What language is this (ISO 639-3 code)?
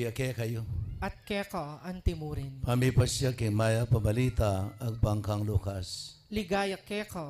pam